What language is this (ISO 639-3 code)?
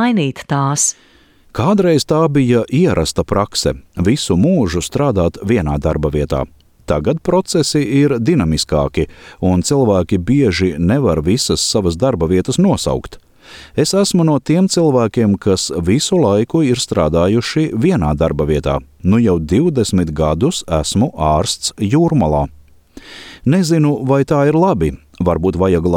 lav